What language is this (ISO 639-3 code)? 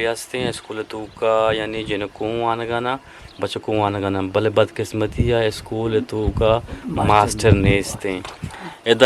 bgp